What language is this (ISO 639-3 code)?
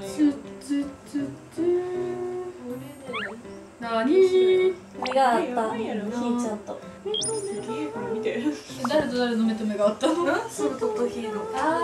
jpn